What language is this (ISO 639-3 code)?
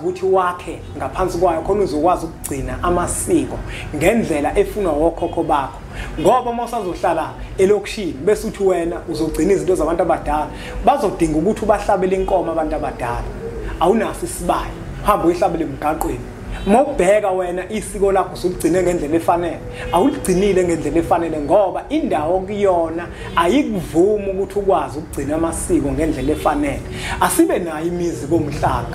zul